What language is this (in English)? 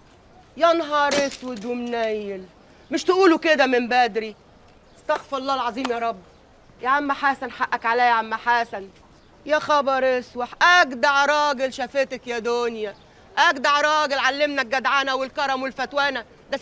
Egyptian Arabic